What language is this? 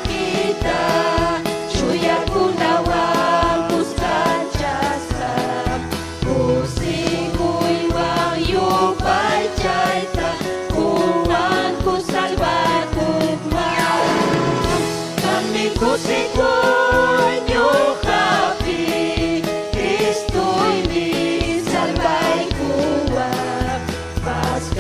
Ayacucho Quechua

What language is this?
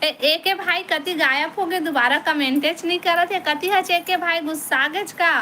Chhattisgarhi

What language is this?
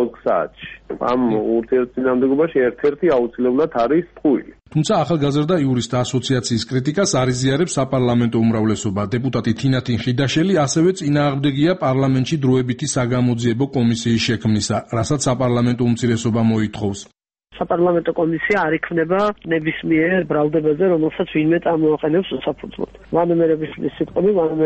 Georgian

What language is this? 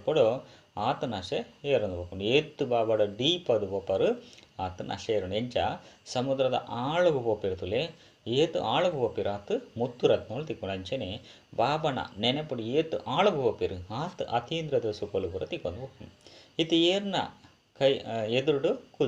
Tulu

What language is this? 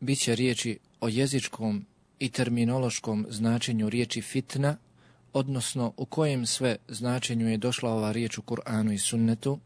Bosnian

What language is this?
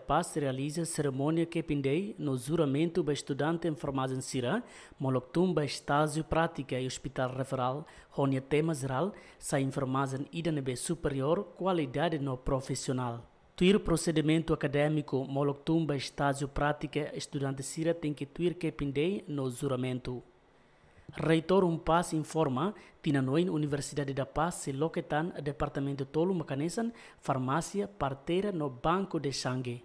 Tetum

